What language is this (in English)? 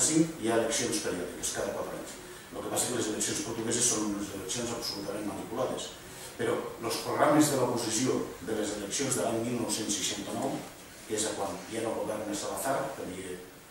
Catalan